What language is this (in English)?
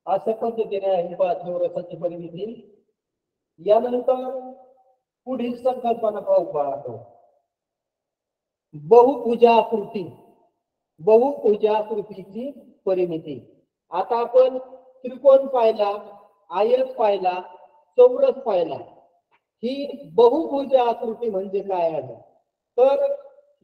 Marathi